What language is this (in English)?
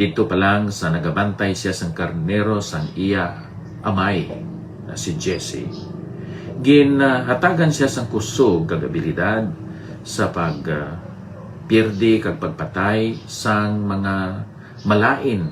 Hiligaynon